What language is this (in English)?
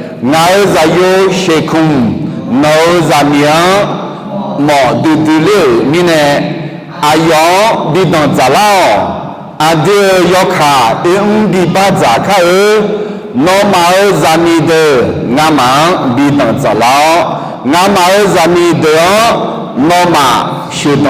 Akha